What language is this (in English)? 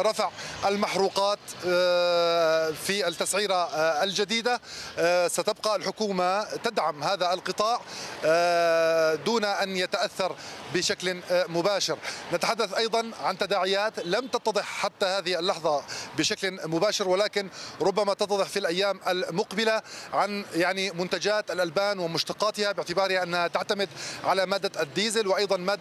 Arabic